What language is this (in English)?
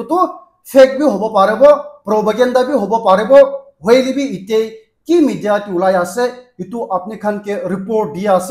Naga Pidgin